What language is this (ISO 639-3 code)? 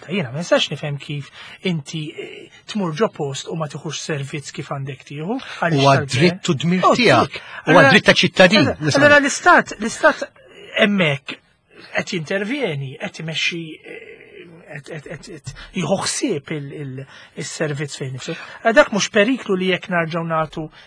mlt